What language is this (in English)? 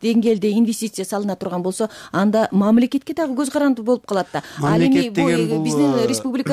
Kyrgyz